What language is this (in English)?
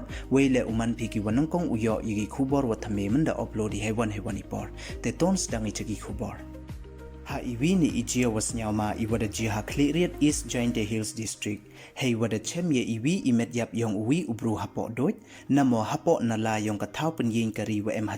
Pnar